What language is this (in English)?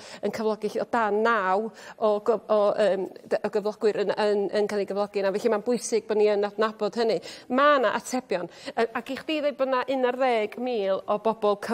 Welsh